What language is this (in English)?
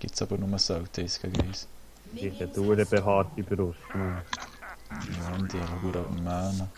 Swiss German